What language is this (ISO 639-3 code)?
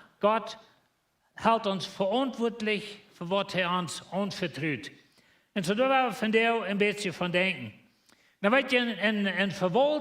pdt